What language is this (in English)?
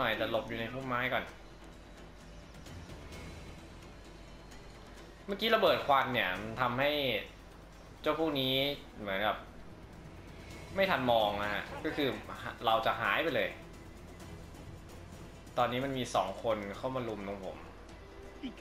Thai